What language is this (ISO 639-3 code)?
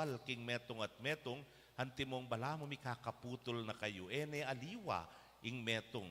pam